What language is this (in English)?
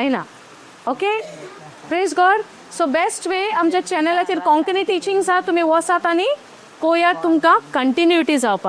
Konkani